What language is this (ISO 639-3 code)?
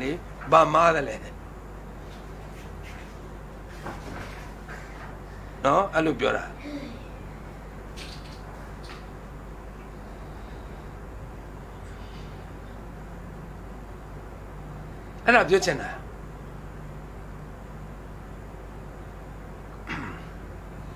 mya